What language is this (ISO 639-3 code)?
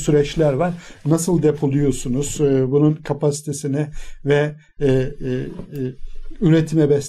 tur